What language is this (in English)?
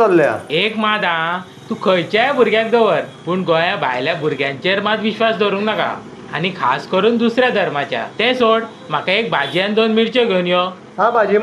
Konkani